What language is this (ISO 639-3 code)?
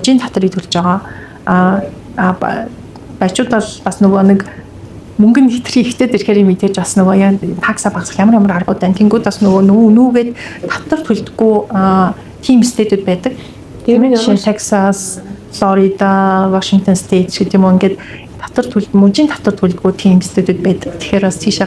mon